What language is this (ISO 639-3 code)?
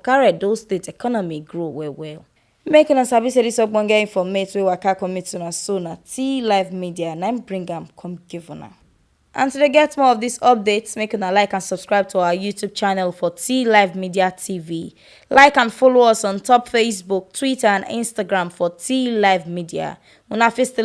pcm